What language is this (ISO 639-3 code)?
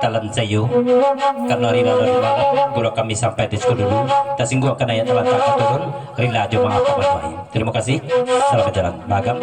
min